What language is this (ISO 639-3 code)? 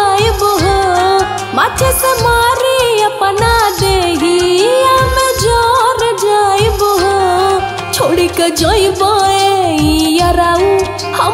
bho